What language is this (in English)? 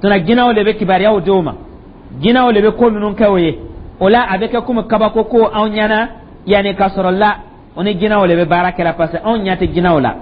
Dyula